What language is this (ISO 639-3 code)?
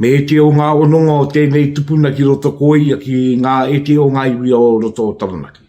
mri